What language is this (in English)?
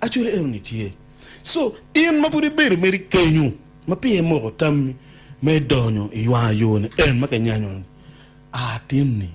Acoli